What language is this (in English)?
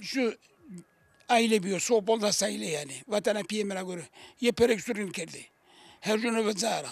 Zaza